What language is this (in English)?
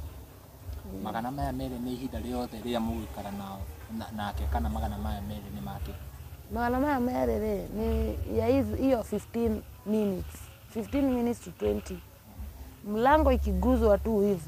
Kikuyu